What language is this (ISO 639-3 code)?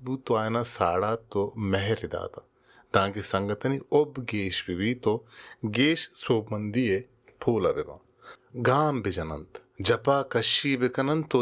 bal